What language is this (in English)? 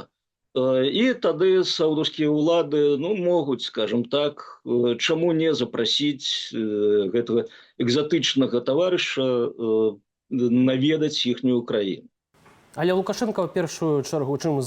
Belarusian